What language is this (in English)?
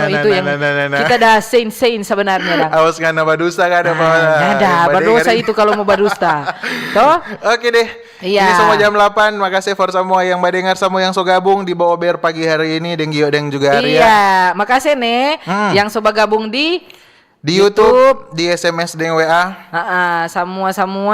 Manado Malay